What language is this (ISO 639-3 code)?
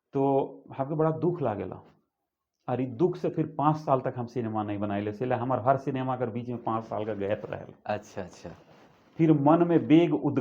sck